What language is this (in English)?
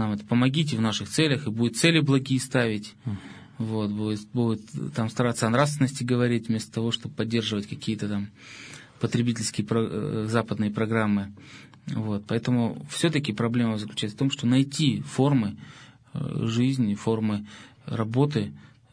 Russian